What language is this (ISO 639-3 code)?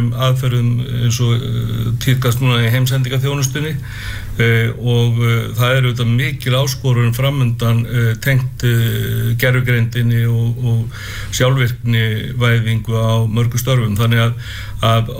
isl